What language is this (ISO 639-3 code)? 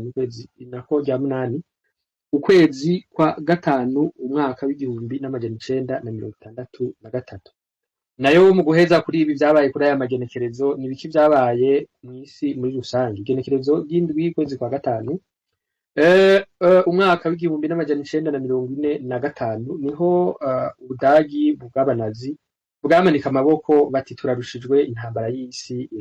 run